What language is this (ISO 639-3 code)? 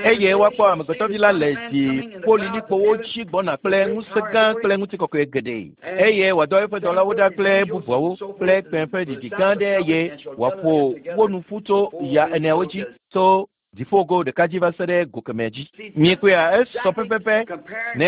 ewe